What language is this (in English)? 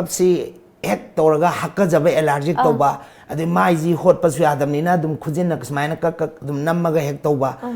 Manipuri